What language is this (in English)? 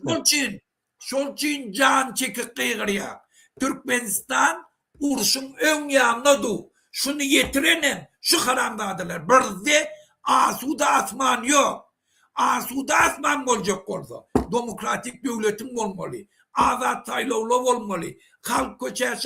Turkmen